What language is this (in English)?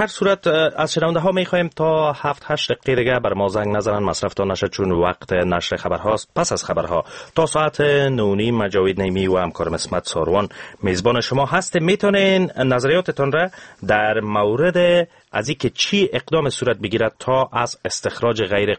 Persian